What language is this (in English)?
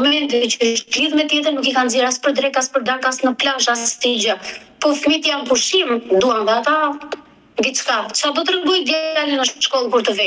Albanian